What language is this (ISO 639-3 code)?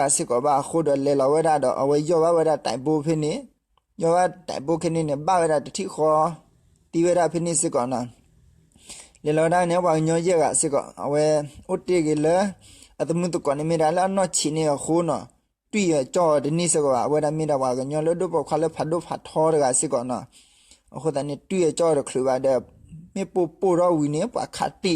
ksw